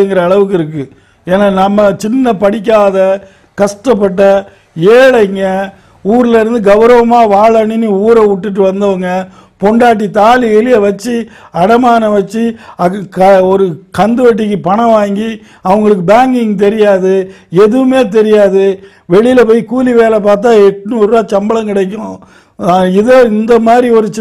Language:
Tamil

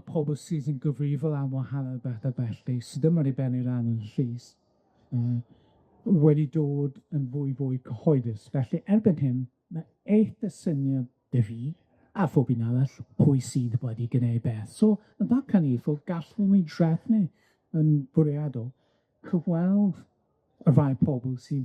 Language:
Welsh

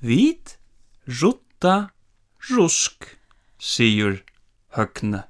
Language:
Faroese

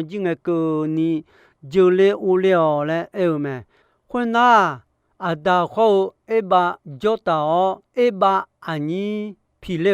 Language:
Akha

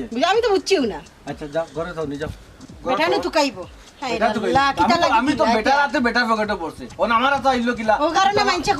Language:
Sylheti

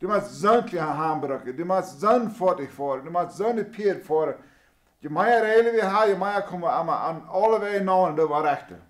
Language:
Plautdietsch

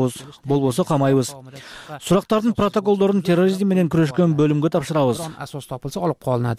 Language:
Kyrgyz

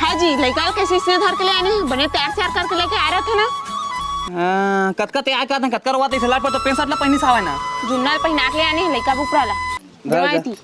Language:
Chhattisgarhi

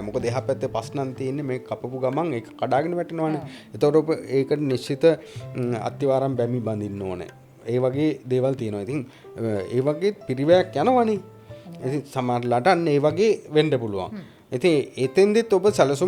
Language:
Sinhala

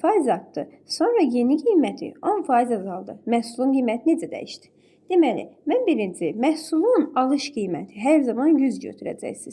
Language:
Azerbaijani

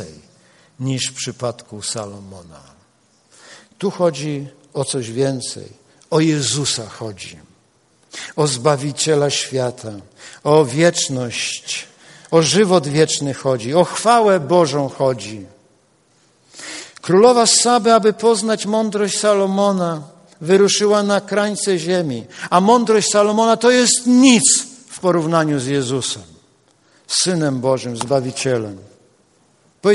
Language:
Polish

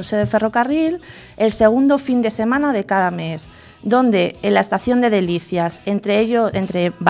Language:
Spanish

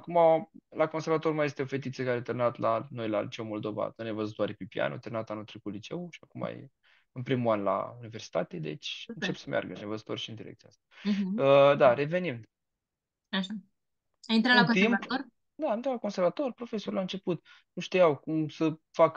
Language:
Romanian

